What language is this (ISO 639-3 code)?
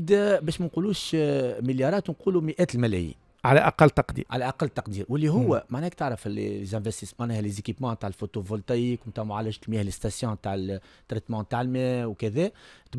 aeb